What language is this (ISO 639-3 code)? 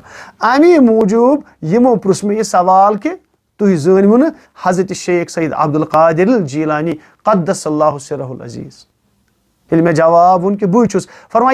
kas